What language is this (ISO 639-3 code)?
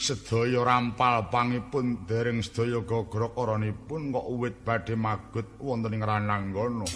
jav